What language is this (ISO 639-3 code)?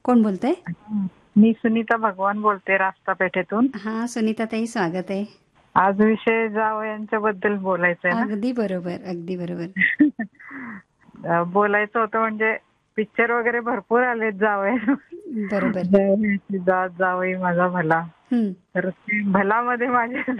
mar